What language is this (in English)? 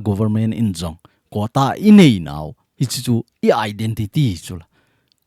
Thado Chin